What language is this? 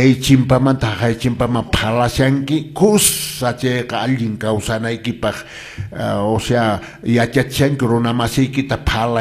Quechua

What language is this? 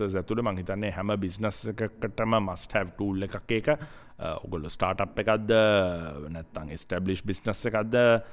Sinhala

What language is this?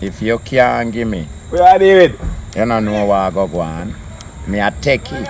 Jamaican Creole English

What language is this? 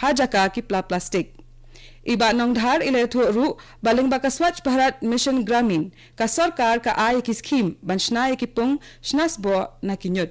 Khasi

